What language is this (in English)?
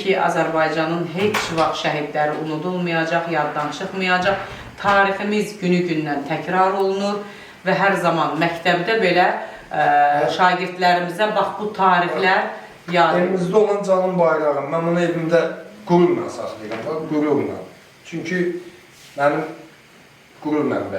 Azerbaijani